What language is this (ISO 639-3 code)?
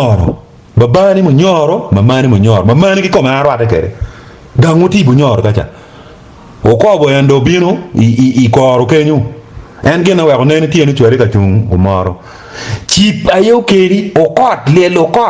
ach